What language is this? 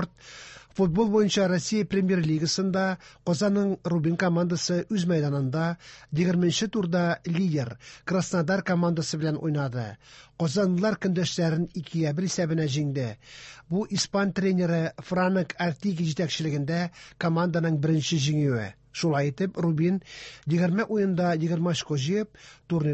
Tatar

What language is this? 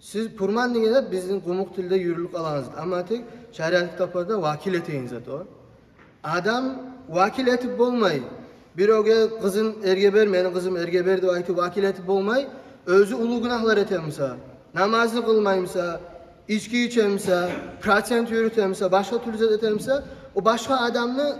Kumyk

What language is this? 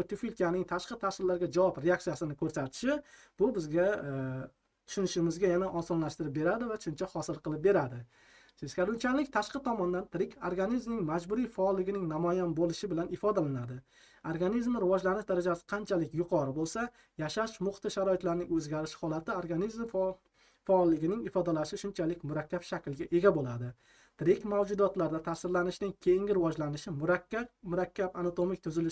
Uzbek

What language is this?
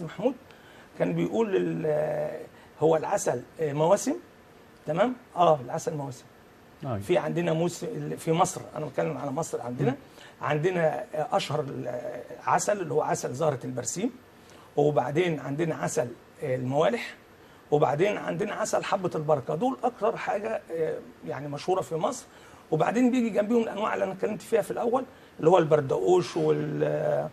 Egyptian Arabic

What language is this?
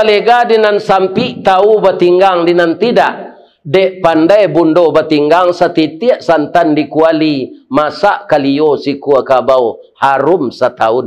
Minangkabau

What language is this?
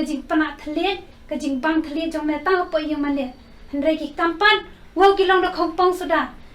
Khasi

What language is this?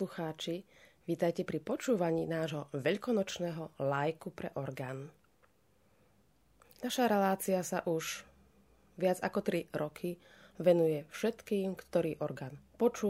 Slovak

